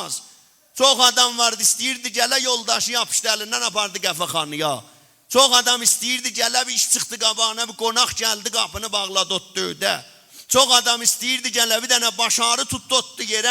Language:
South Azerbaijani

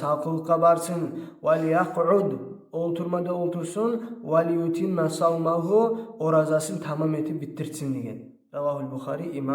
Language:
Kumyk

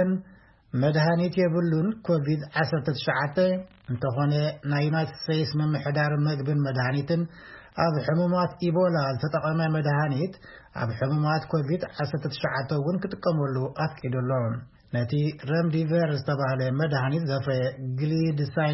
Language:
Tigrinya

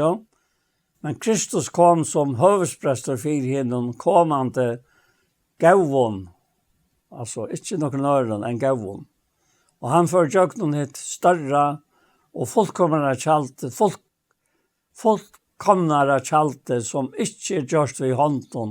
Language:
Faroese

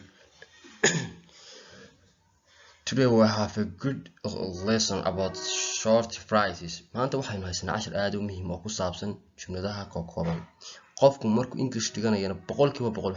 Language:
Somali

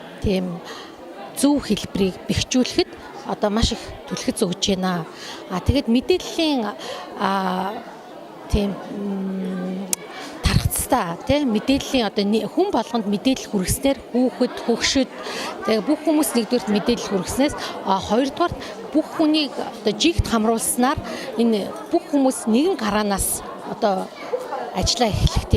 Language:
Mongolian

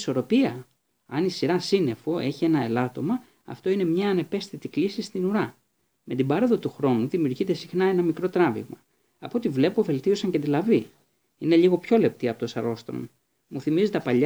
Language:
Greek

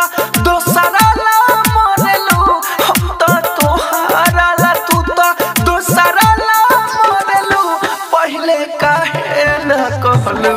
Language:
Bhojpuri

